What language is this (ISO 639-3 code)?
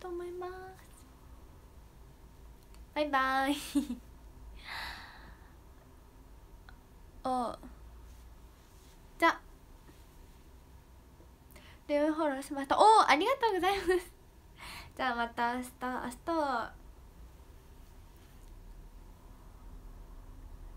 jpn